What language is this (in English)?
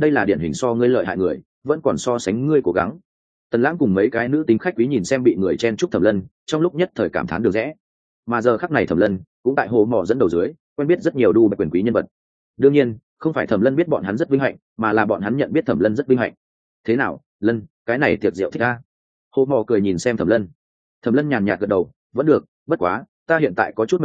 Vietnamese